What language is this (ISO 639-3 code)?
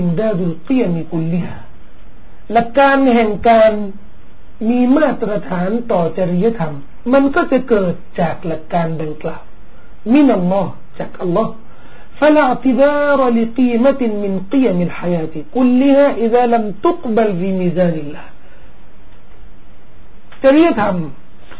tha